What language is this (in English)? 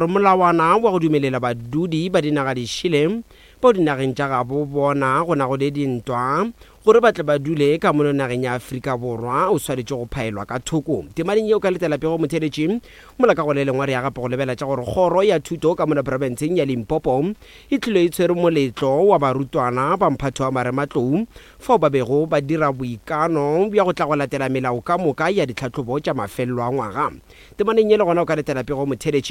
Northern Sotho